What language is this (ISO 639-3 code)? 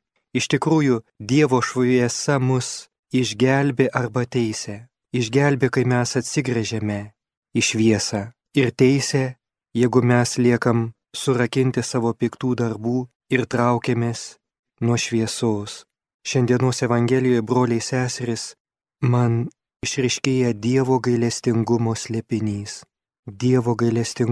lit